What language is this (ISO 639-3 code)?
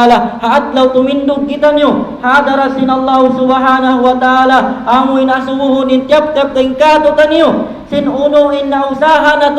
tsg